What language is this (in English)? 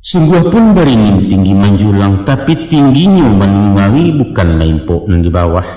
Minangkabau